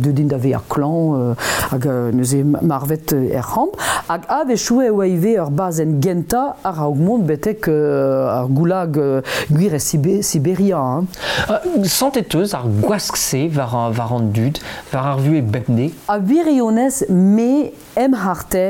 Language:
Breton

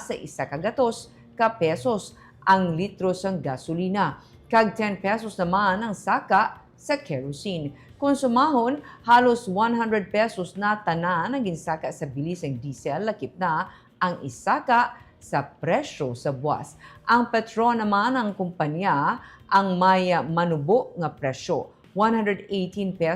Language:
Hiligaynon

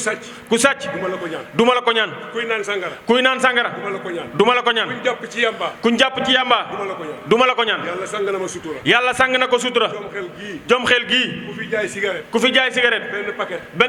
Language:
Wolof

